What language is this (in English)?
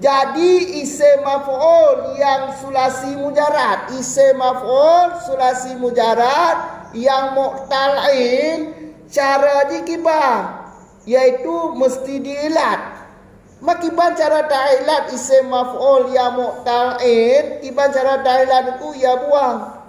Achinese